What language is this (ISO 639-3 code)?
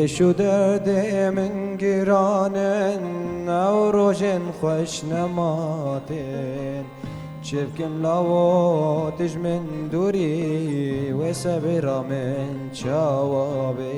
kur